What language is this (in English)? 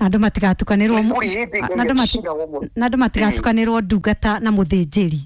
Kikuyu